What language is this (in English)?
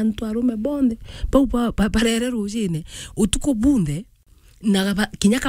Meru